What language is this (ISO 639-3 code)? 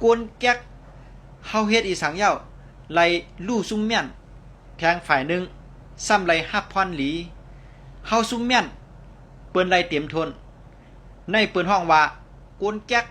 shn